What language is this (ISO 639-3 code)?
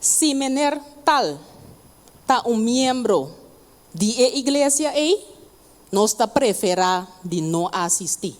pap